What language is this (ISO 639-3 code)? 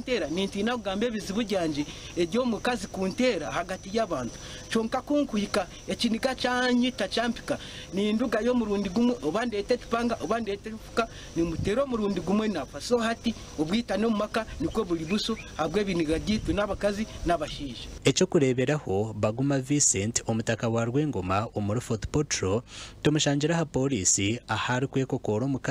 nyn